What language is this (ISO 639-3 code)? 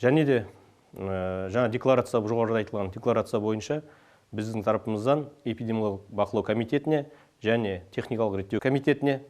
kaz